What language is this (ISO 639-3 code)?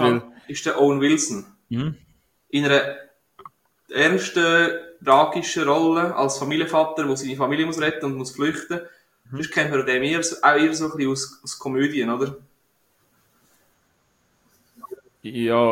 deu